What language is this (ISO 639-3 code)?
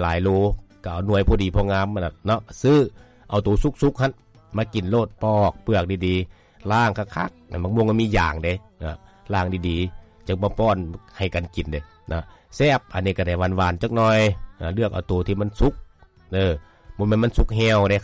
lao